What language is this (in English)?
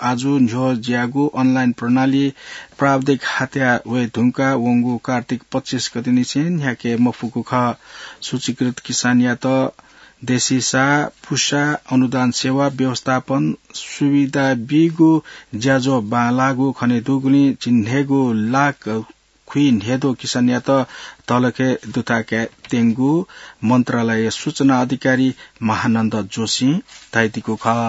Newari